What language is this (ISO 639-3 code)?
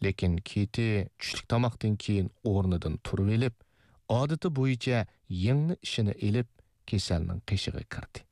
uig